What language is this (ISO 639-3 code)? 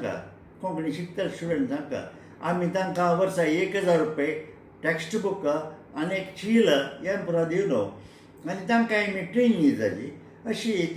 kok